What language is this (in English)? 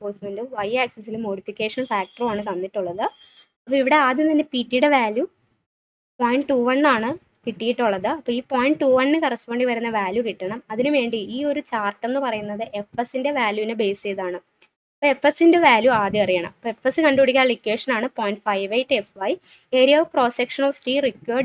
Malayalam